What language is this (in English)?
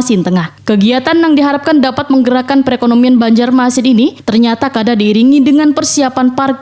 Banjar